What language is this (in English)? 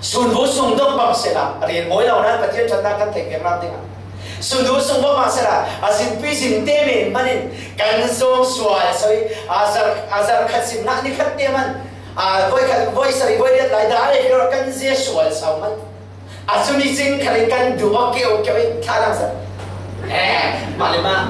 Falam Chin